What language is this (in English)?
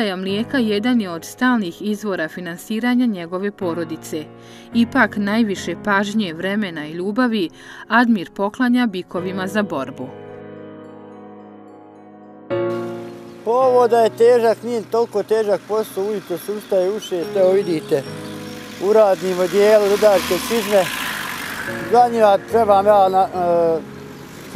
Bosnian